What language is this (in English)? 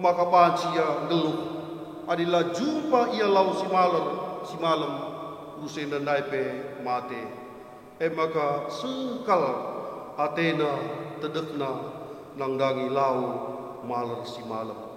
Batak Karo